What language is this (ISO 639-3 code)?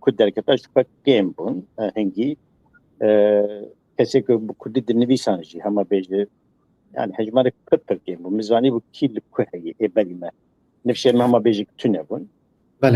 kur